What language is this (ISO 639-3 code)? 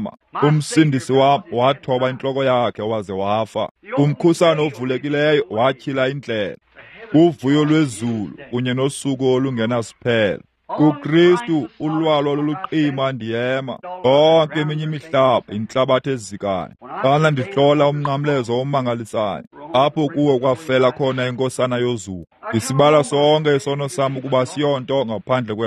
xho